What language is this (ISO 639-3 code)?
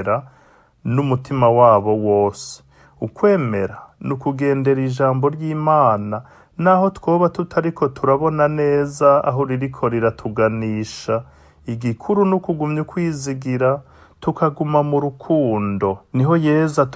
run